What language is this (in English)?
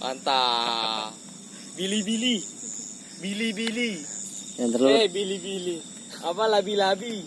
Betawi